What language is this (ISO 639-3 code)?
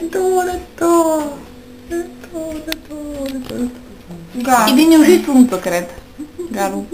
bos